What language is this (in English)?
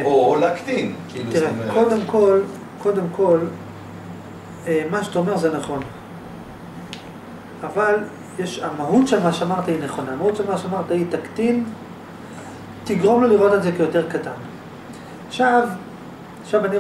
Hebrew